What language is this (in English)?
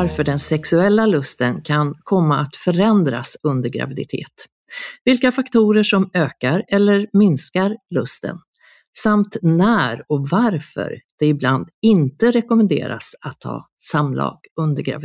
Swedish